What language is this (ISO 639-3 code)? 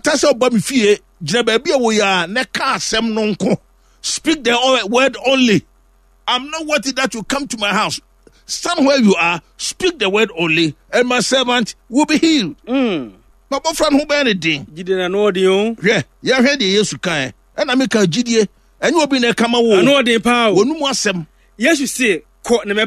aka